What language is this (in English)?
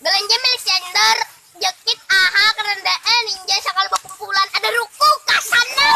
Banjar